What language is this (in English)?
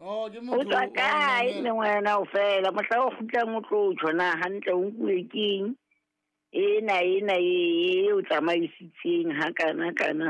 Southern Sotho